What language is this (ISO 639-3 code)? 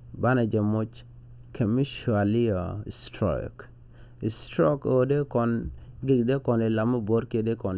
nus